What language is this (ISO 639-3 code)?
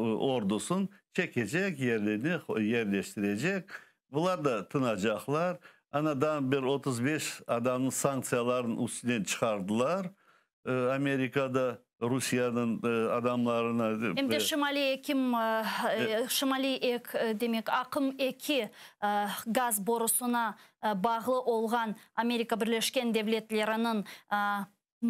crh